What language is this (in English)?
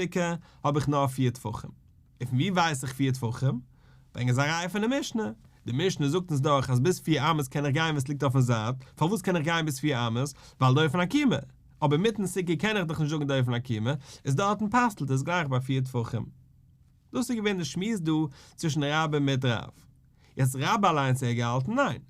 Yiddish